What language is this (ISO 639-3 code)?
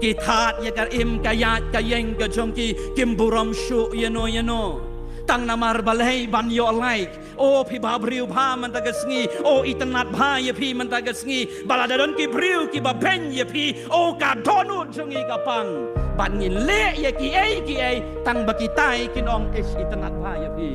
kha